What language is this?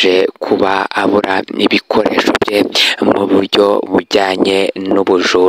Kinyarwanda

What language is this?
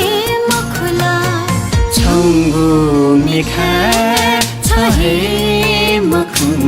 Newari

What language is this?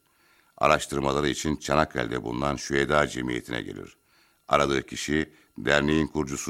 Turkish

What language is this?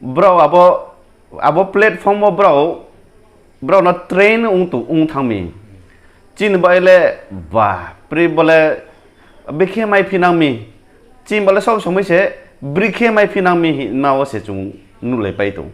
Riang (India)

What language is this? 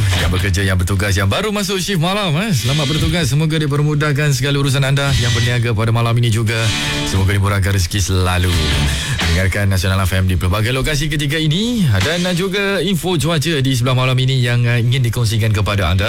Malay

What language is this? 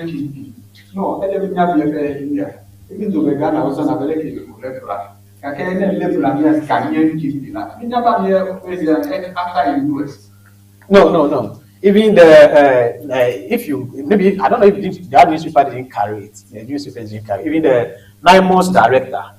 Ewe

